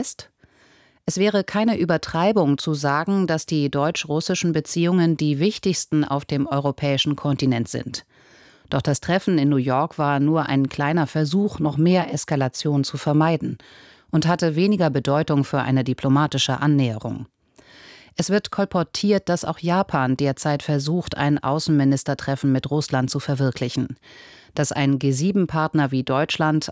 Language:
German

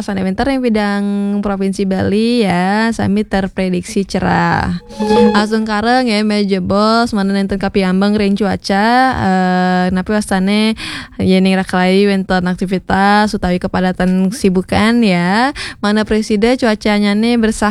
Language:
Balinese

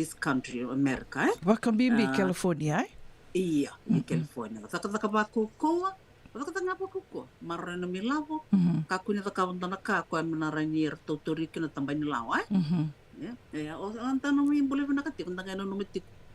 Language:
Fijian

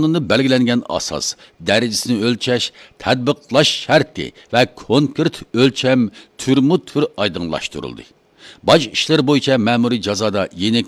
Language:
Uyghur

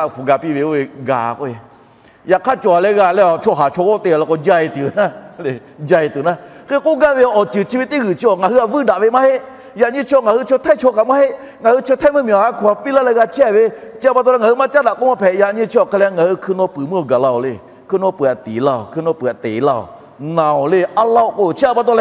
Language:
Lahu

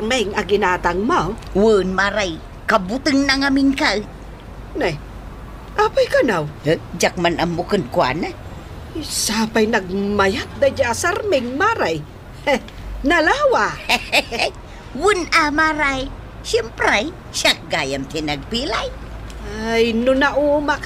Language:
Iloko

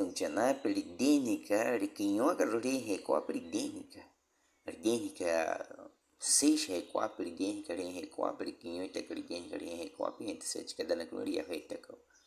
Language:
Baniwa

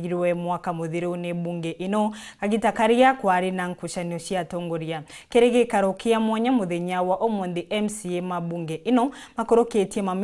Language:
Meru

